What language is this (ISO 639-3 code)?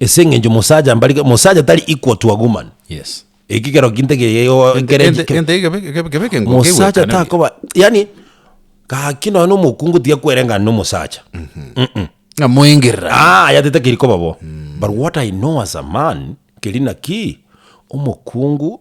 guz